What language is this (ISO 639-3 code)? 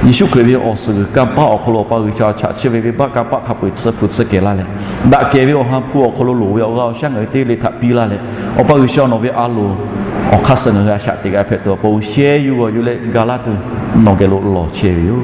lhu